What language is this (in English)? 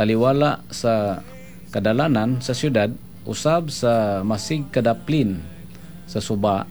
Cebuano